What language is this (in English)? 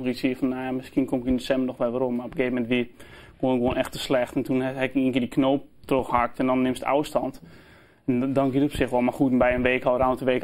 Western Frisian